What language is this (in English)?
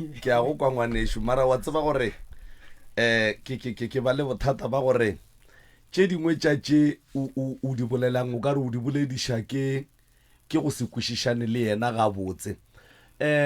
Northern Sotho